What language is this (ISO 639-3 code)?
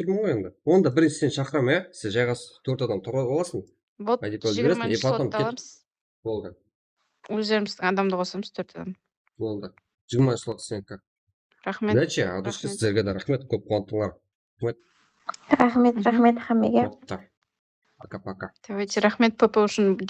kaa